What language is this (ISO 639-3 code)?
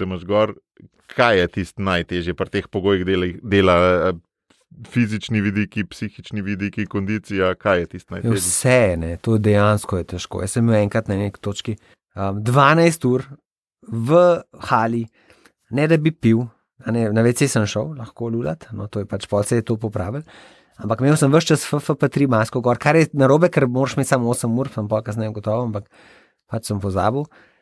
slv